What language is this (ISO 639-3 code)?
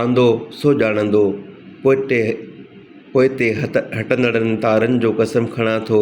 snd